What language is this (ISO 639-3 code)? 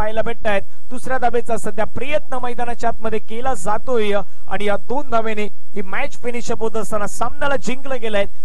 mar